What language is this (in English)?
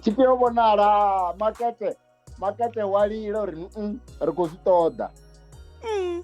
Venda